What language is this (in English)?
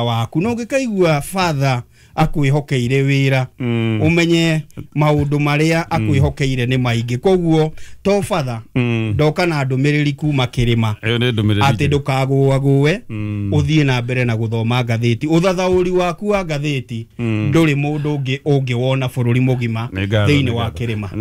Kikuyu